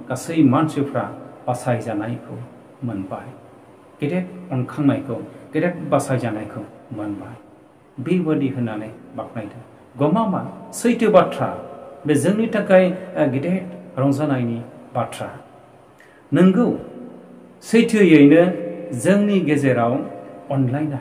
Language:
Bodo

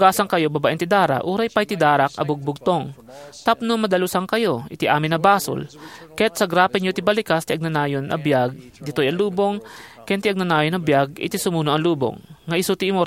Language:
Iloko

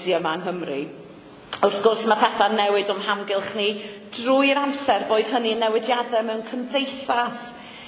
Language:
Welsh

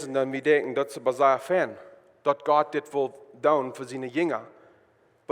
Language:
Plautdietsch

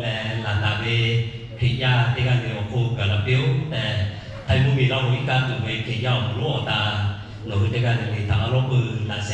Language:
Lahu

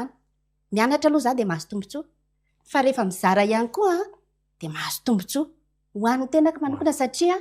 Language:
Malagasy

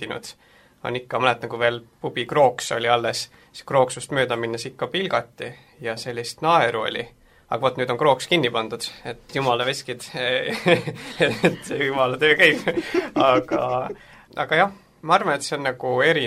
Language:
Estonian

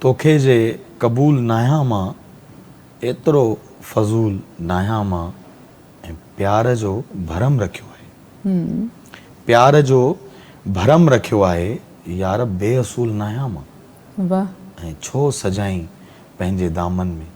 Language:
Sindhi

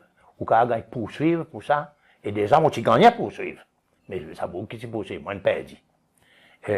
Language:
Seselwa Creole French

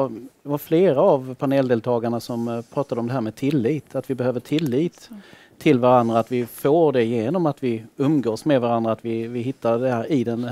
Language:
Swedish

